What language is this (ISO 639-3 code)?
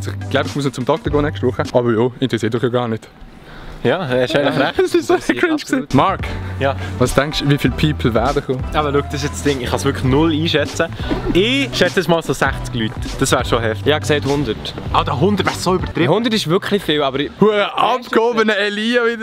gsw